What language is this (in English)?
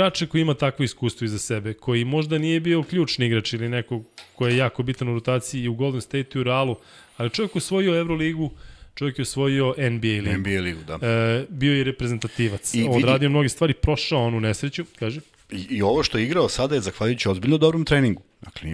Serbian